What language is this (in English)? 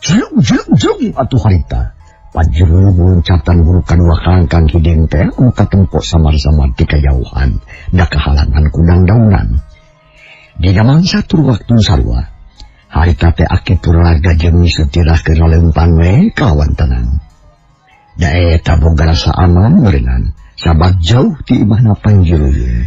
Sundanese